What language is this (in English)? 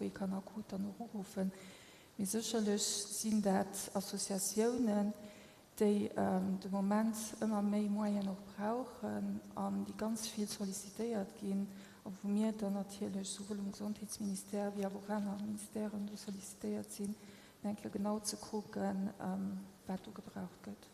Luxembourgish